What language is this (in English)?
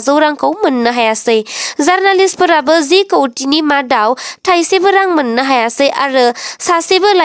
Bodo